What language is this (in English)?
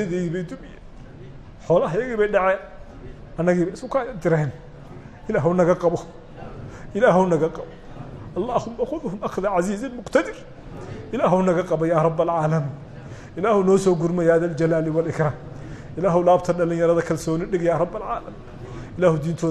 Somali